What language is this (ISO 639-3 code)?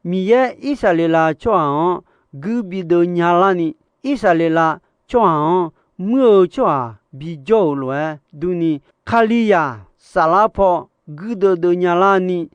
ahk